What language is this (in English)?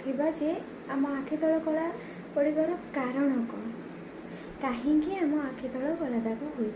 Odia